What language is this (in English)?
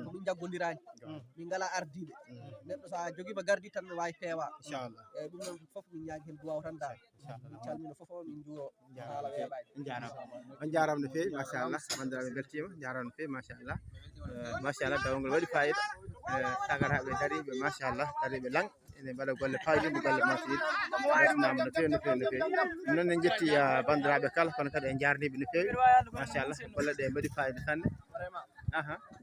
Fula